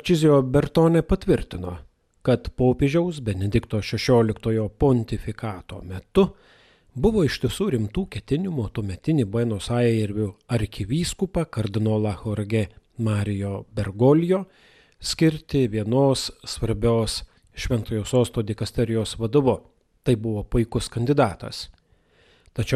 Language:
Lithuanian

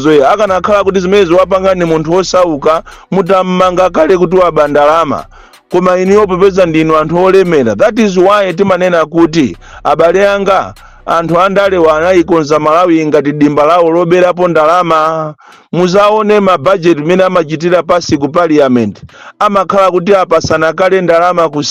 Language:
Nyanja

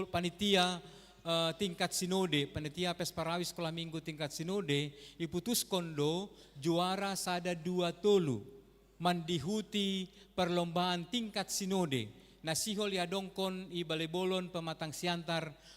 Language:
Batak Simalungun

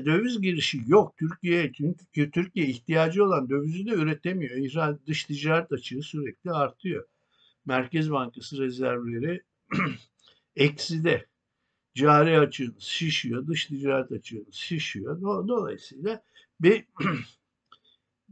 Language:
Turkish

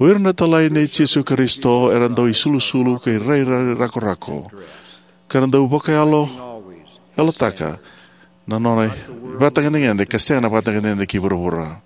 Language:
Fijian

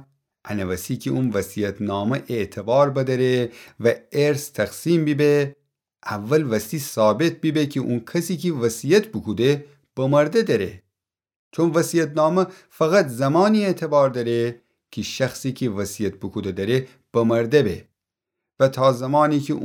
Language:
Gilaki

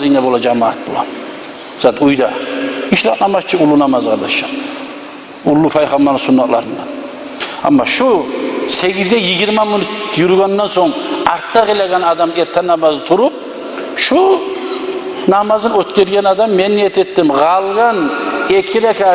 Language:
Kumyk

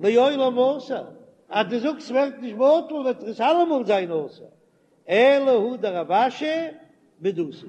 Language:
Yiddish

